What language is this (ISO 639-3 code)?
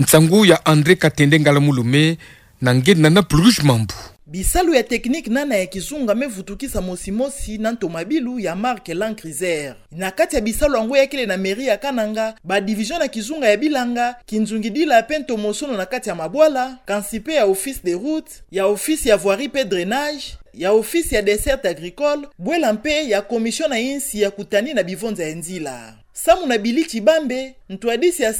ktu